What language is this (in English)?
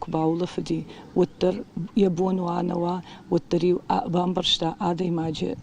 Ossetic